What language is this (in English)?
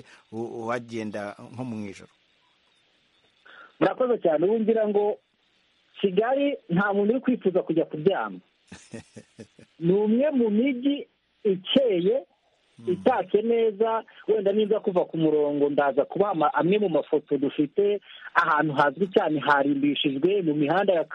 Kinyarwanda